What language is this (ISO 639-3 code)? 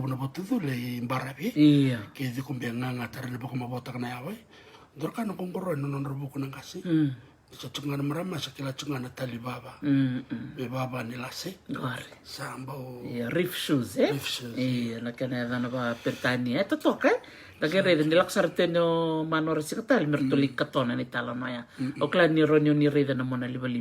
fij